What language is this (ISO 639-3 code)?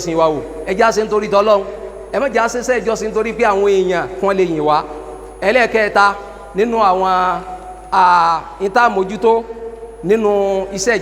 yor